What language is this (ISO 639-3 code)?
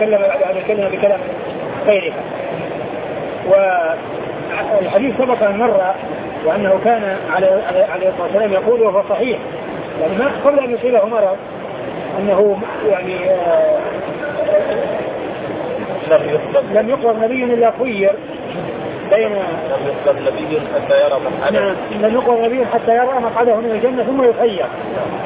ara